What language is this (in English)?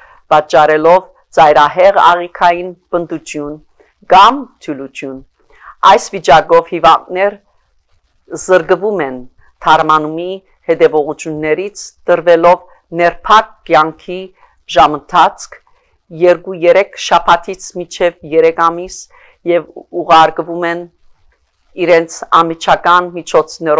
Armenian